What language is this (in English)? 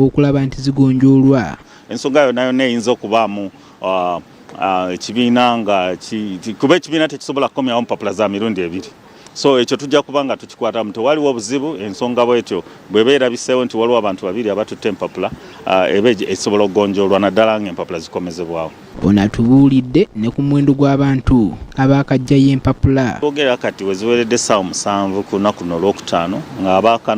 Ganda